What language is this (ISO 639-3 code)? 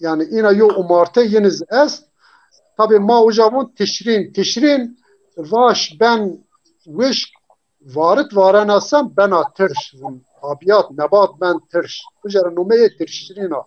zza